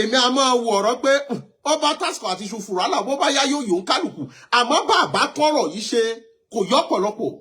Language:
Yoruba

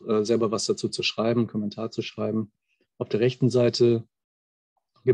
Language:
German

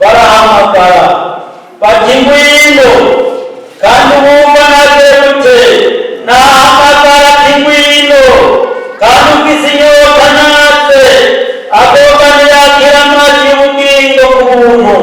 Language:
Rundi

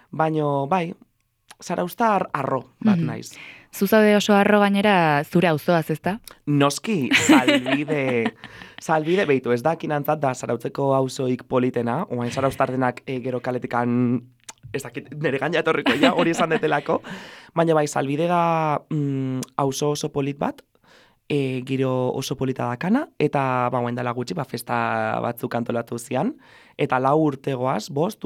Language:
Basque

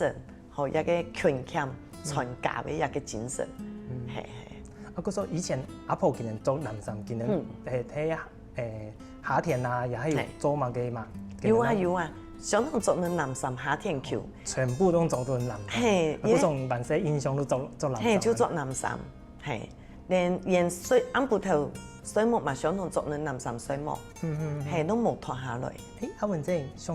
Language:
Hakka Chinese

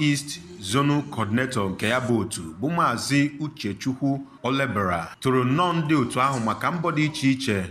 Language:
Igbo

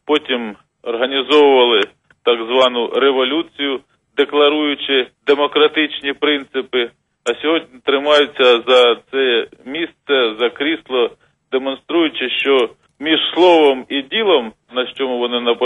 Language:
Ukrainian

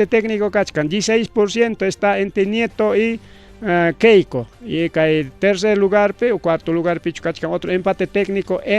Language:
Ayacucho Quechua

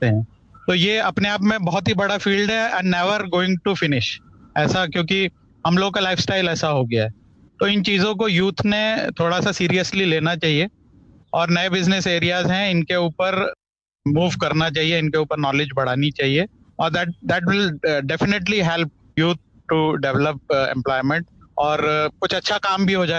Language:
Hindi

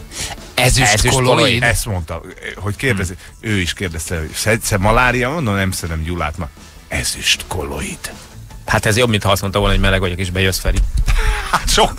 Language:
Hungarian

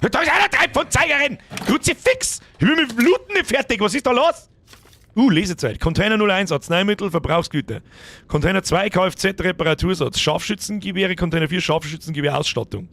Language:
Bavarian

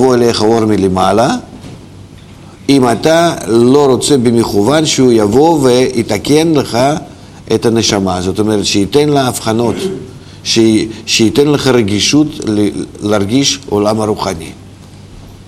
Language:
Hebrew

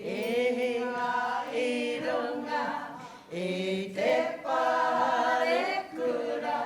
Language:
Māori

